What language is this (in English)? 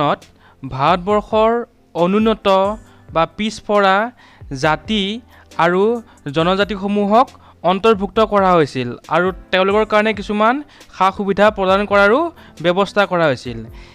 Assamese